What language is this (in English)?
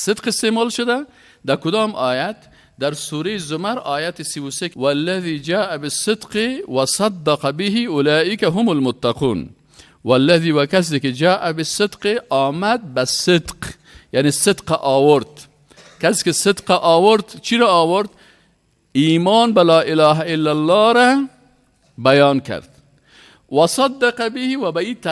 Persian